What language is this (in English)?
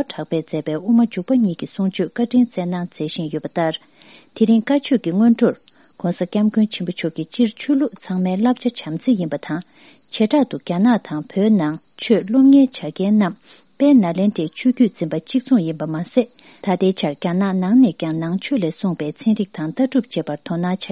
Tibetan